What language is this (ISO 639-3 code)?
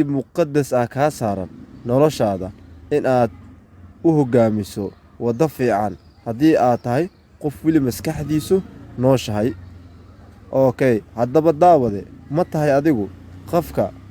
som